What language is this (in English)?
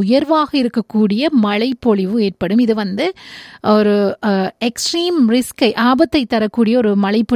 Tamil